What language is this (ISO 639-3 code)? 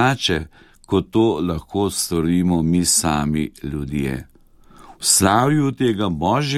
slv